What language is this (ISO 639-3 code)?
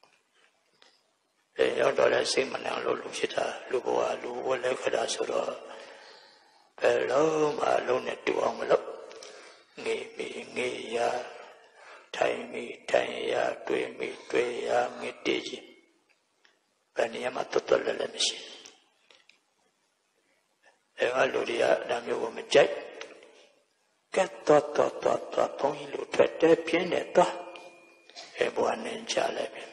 mya